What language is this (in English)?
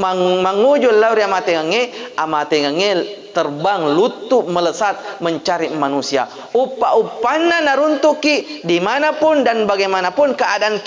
Buginese